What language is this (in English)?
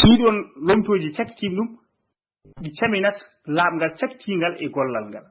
Fula